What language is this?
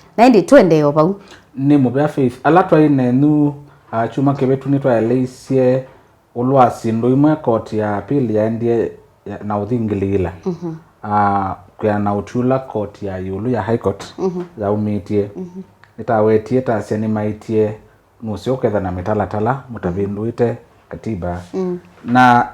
Kamba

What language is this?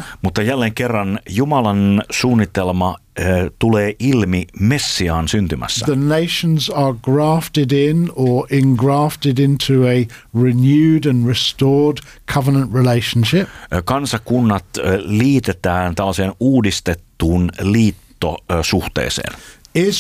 Finnish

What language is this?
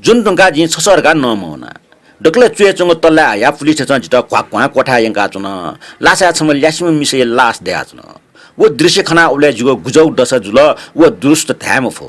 Newari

